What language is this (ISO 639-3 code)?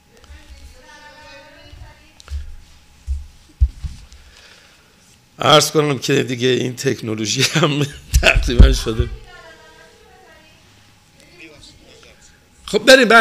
fas